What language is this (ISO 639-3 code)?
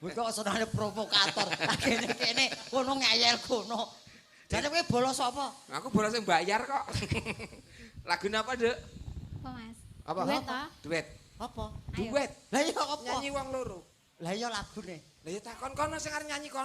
jav